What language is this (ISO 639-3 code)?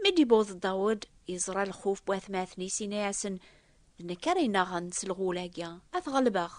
kab